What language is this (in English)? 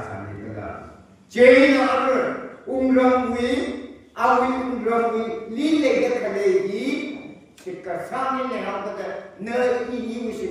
Tangkhul Naga (India)